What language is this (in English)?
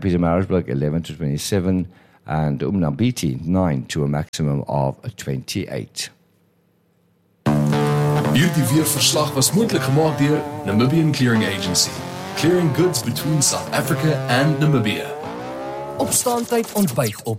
Afrikaans